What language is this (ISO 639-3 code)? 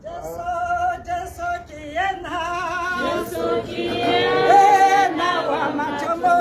tsn